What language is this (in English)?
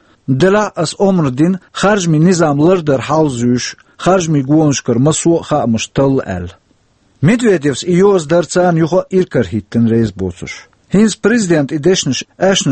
Chechen